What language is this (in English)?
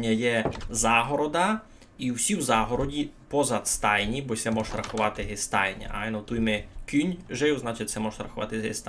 Rusyn